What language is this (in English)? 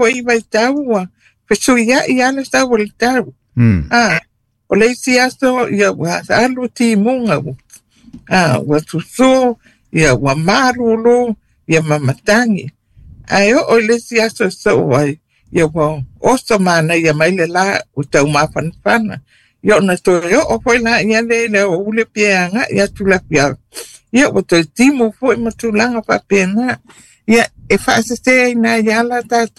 Samoan